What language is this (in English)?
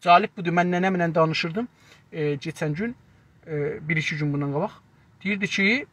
South Azerbaijani